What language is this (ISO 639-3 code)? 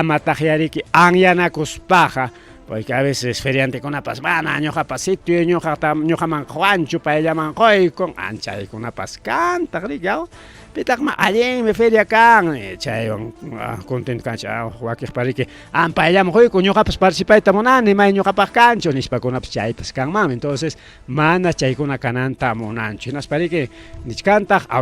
quy